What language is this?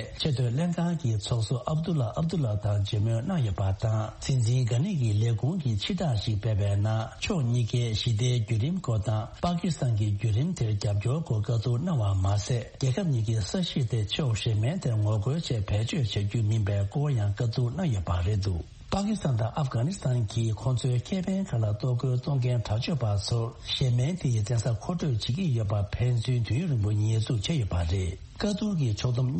Tibetan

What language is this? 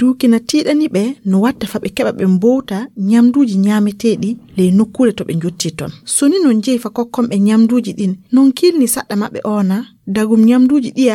Nigerian Fulfulde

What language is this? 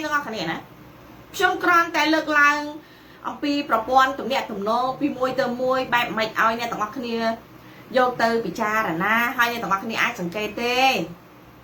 Khmer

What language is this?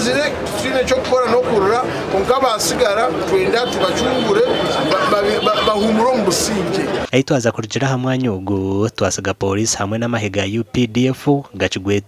Nyankole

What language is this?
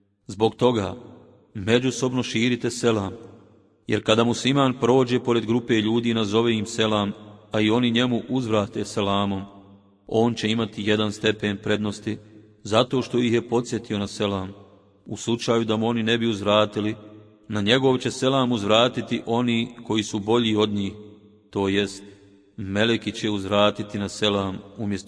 Bosnian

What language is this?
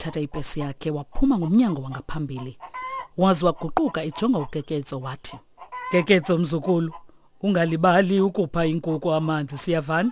Xhosa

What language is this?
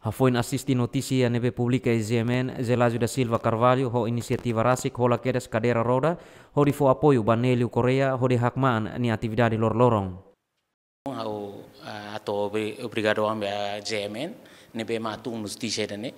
Tetum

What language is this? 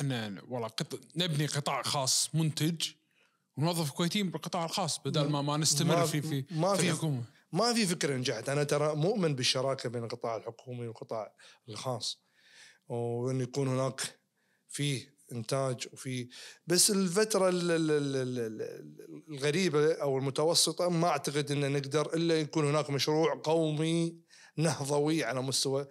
Najdi Arabic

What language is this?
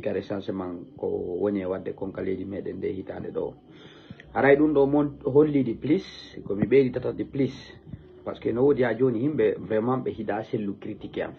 Fula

